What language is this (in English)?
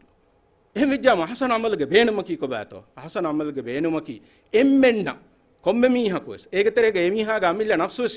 Divehi